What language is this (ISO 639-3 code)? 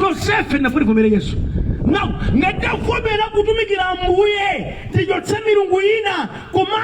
nya